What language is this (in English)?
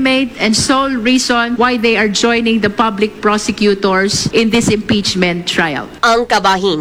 Hiligaynon